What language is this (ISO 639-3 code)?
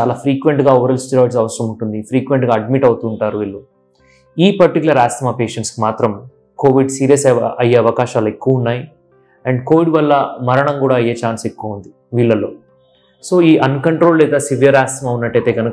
tel